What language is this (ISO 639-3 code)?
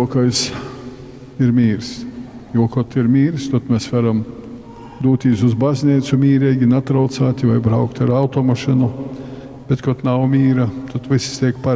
ltg